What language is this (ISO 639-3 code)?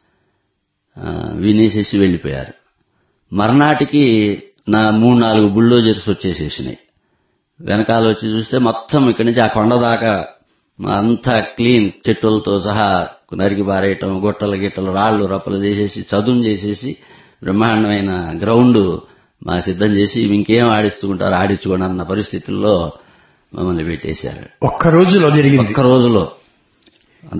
tel